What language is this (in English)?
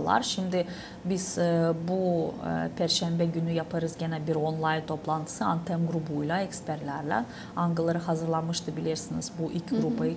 Gagauz